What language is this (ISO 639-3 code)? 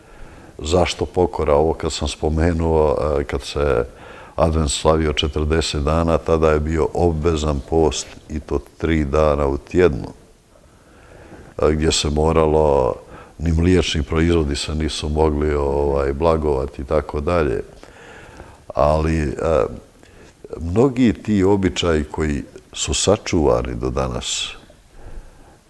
hrv